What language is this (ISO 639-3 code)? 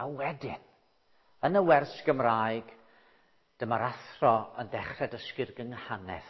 cym